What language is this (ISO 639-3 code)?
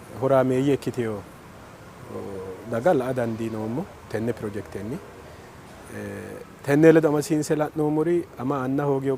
sid